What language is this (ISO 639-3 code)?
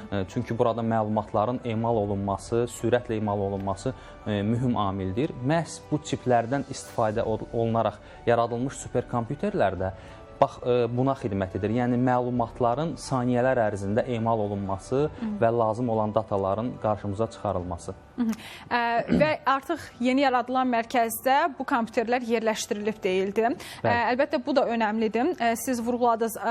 aze